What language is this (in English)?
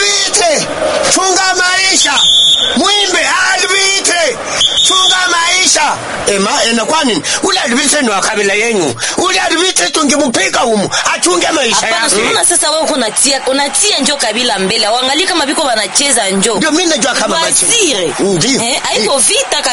Swahili